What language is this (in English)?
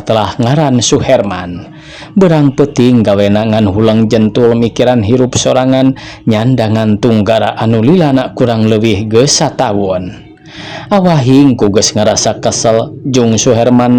Sundanese